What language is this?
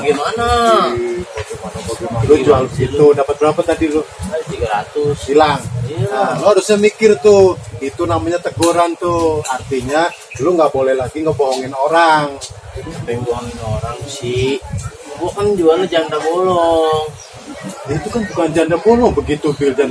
Betawi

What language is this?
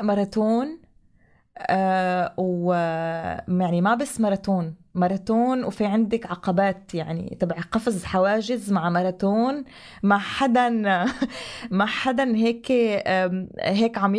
North Levantine Arabic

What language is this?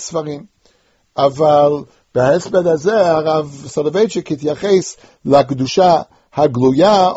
Hebrew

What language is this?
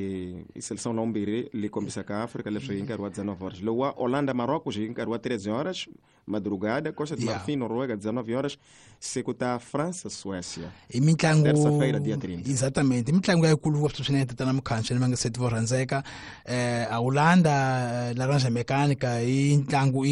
Tsonga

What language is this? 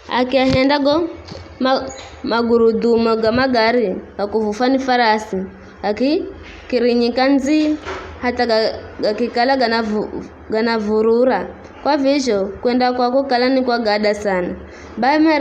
Giryama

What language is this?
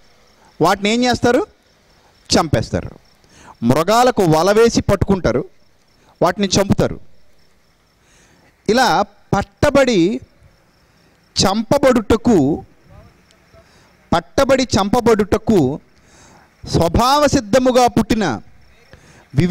Telugu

